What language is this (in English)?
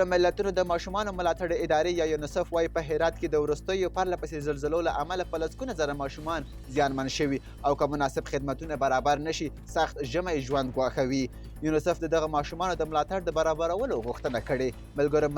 Pashto